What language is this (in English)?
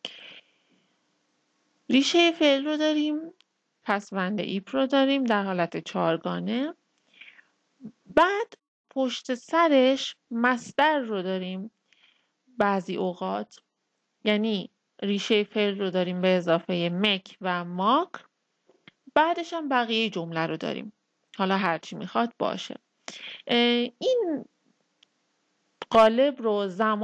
Persian